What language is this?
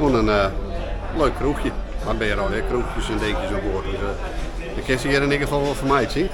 Western Frisian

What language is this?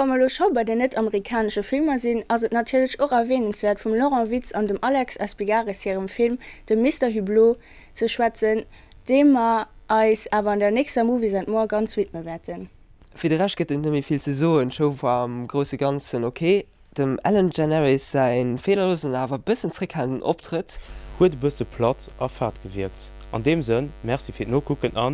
Luxembourgish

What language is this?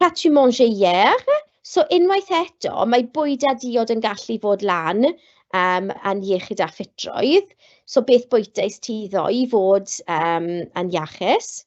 Welsh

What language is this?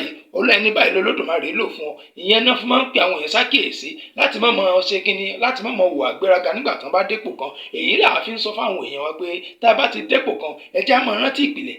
Yoruba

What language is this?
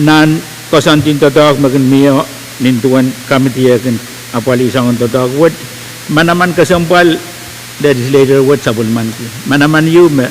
Pohnpeian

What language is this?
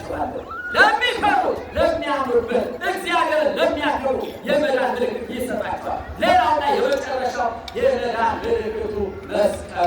Amharic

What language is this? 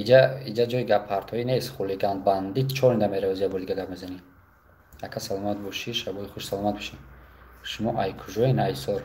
Tajik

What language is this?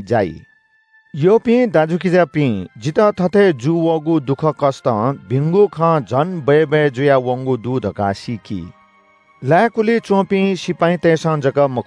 Newari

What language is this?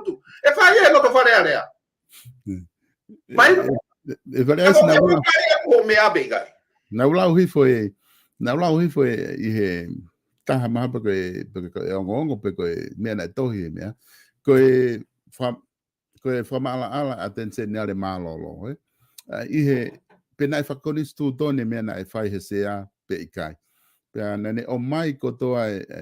Tongan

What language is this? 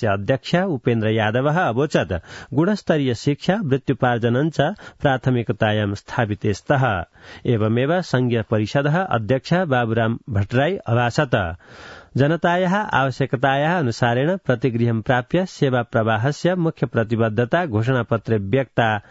Sanskrit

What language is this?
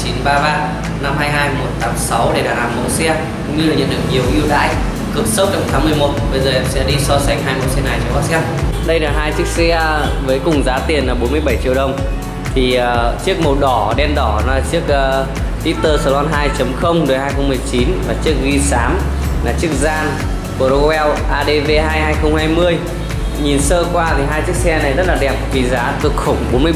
Vietnamese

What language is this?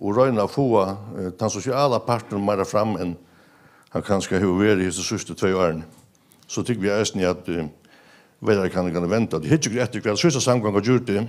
Faroese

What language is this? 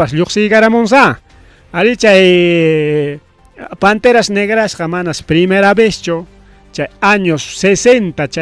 Ayacucho Quechua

